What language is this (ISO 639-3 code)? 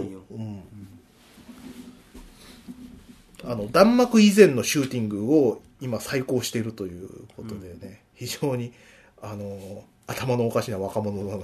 jpn